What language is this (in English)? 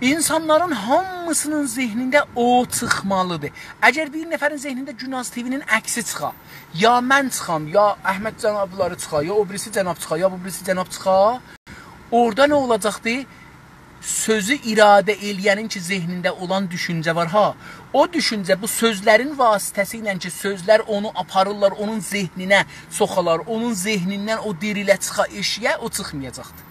South Azerbaijani